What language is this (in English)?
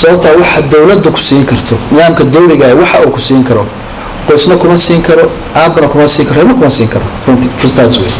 Somali